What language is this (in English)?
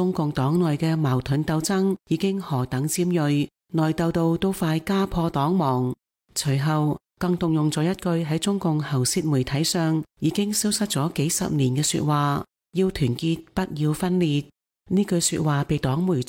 Cantonese